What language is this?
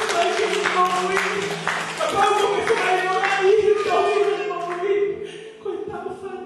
Tongan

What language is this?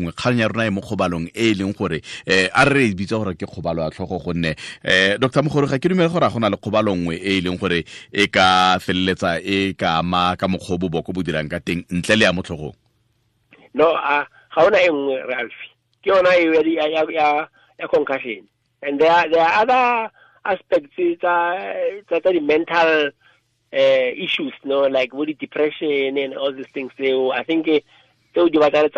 Tswana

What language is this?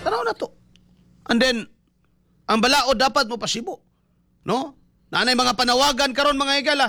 Cebuano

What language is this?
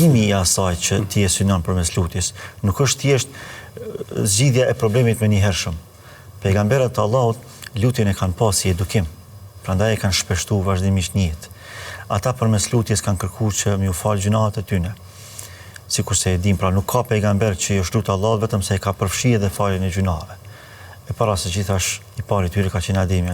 Albanian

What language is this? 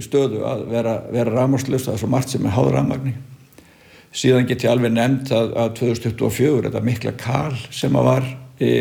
Icelandic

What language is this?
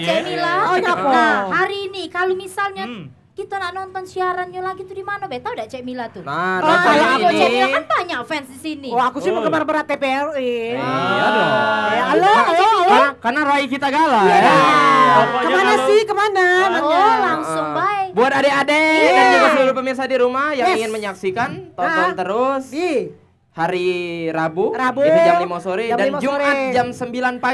Musi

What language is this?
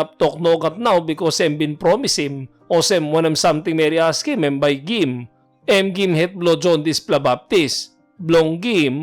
Tok Pisin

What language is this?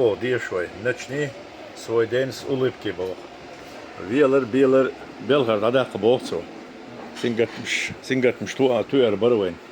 Chechen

